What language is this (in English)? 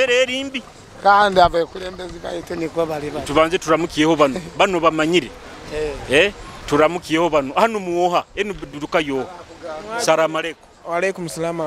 Nyoro